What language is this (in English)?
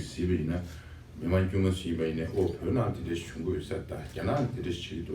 Tibetan